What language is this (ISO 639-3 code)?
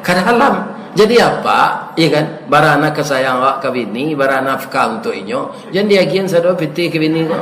min